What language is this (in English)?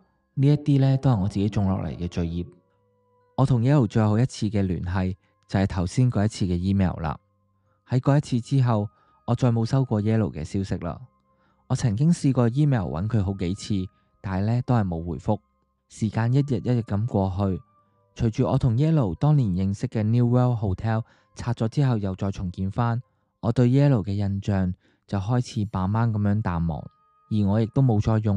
Cantonese